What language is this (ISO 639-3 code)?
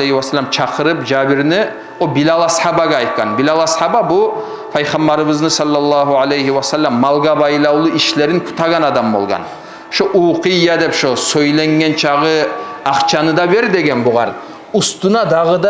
kum